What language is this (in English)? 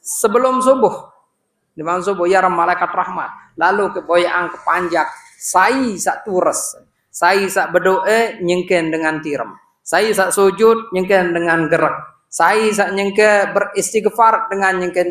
Sasak